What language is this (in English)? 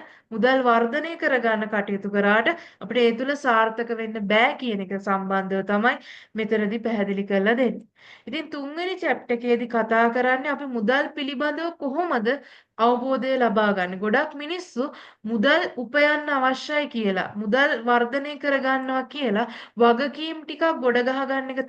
Sinhala